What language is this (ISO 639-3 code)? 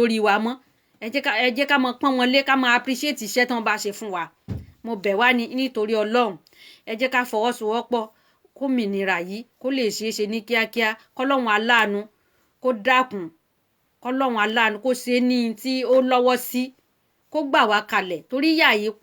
yor